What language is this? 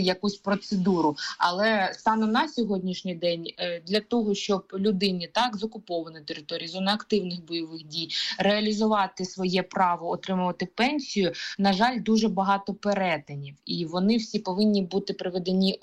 Ukrainian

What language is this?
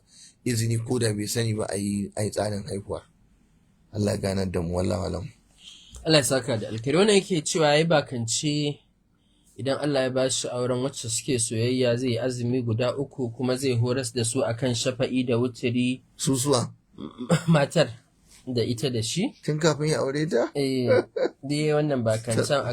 Hausa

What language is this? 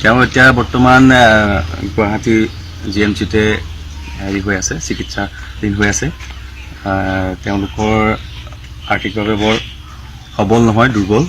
Assamese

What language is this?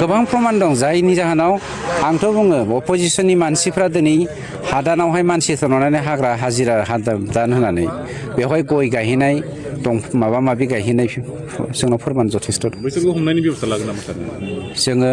Bodo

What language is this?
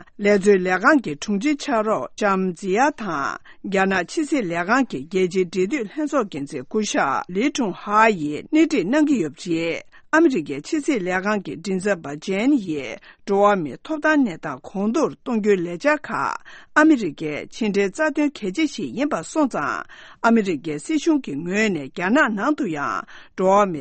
Tibetan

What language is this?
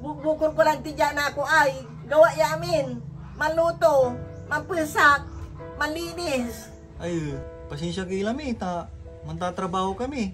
Pangasinan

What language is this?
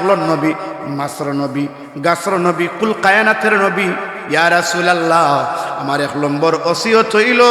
Sylheti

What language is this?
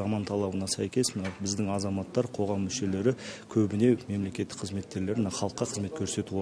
Kazakh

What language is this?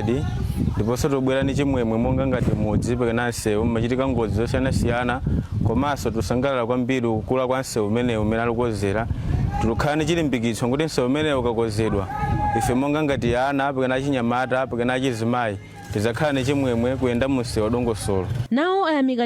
Nyanja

